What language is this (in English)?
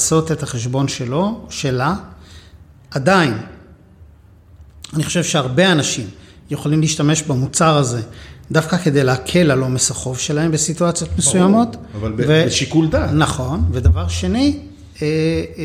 Hebrew